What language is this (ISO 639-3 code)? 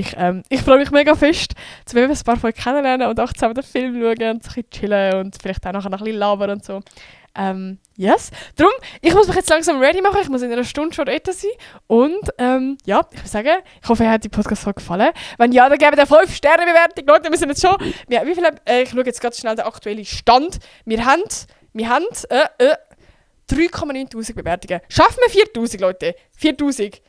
gsw